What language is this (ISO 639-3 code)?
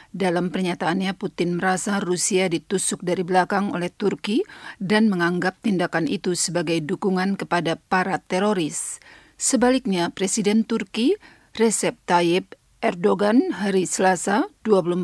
ind